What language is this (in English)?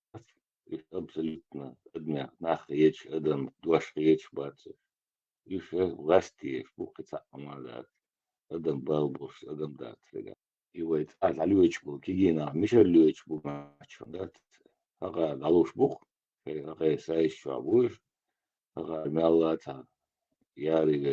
Chechen